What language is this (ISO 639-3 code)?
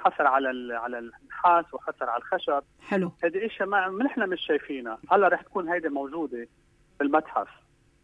apc